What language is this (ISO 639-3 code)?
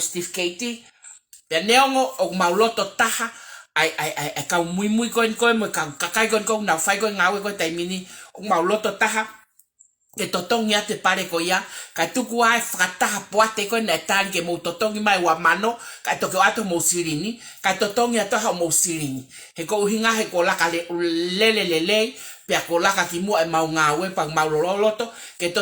ton